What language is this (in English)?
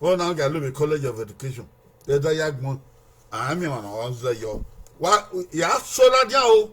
Bini